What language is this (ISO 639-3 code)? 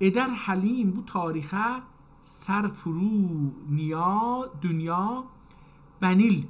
azb